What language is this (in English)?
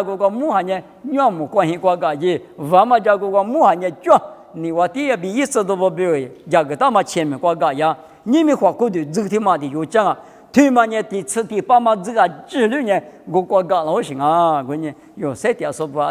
Lisu